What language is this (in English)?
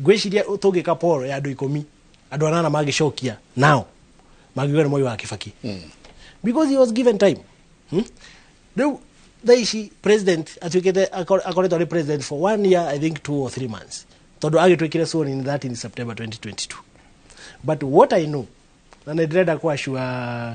Kikuyu